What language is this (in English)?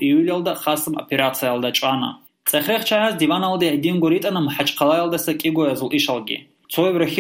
Avaric